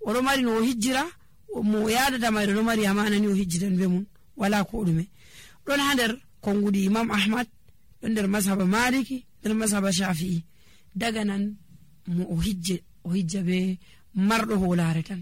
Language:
Nigerian Fulfulde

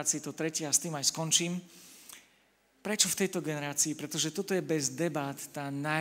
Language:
Slovak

